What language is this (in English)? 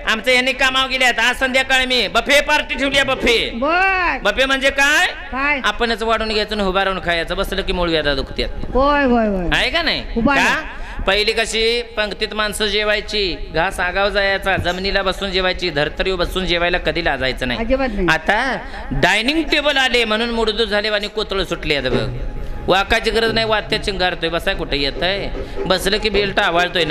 Marathi